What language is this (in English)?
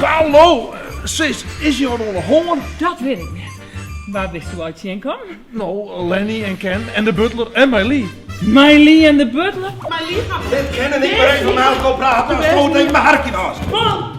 Western Frisian